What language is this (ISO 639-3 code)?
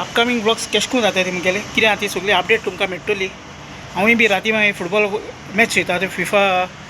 kok